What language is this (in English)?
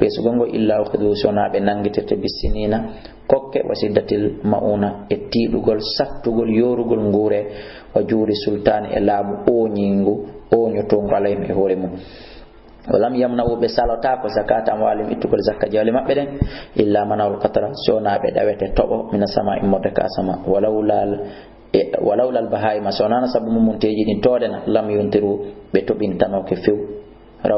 Fula